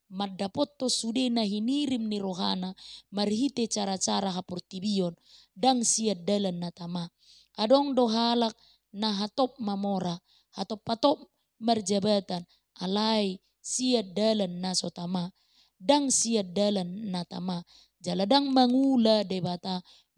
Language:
Batak Toba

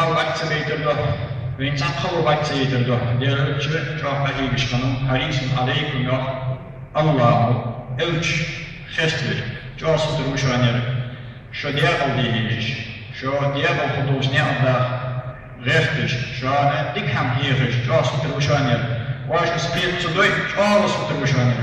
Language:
Ingush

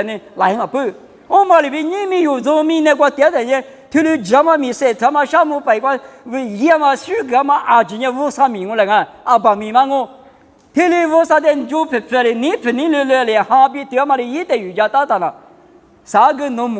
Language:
Lisu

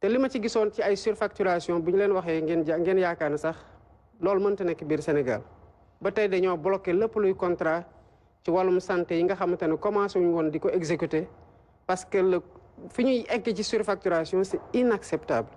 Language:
Wolof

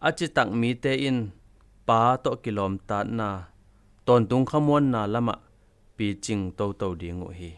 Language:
Tedim Chin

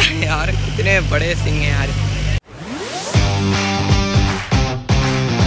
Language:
Hindi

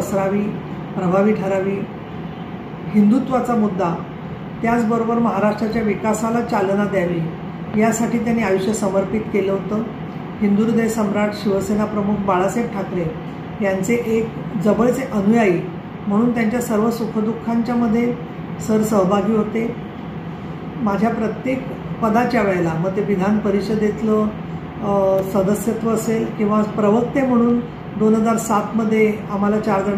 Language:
Marathi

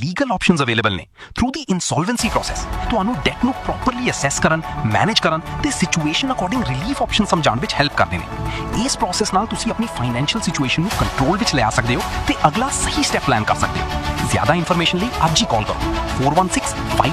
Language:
Punjabi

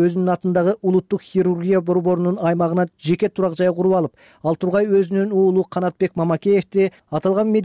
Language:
Kyrgyz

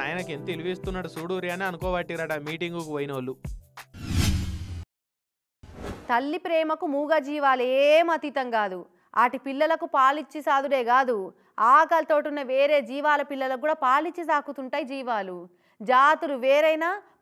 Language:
Telugu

